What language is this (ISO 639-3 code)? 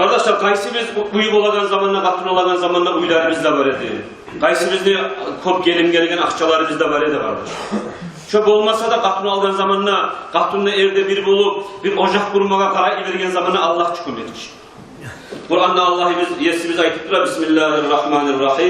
kum